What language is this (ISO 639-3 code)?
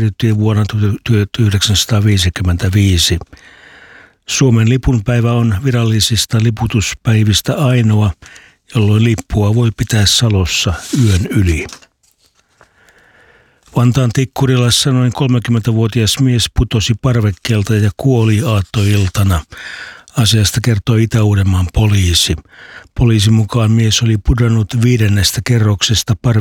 fin